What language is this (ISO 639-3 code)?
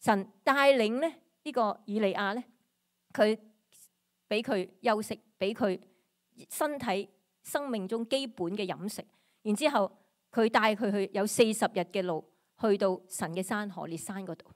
yue